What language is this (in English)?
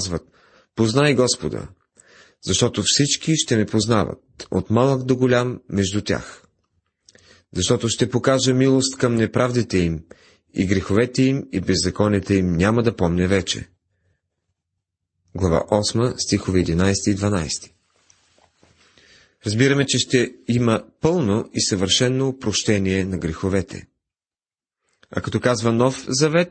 Bulgarian